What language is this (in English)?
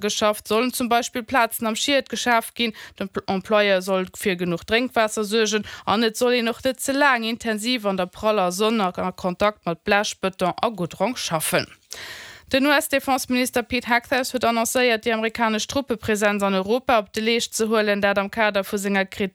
Luxembourgish